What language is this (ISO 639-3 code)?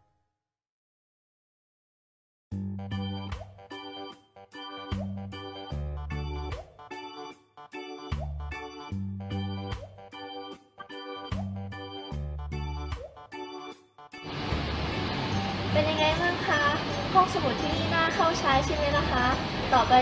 tha